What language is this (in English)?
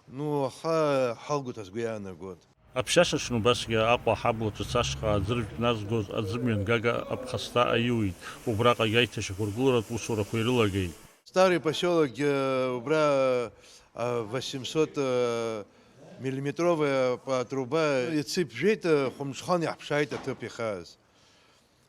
Abkhazian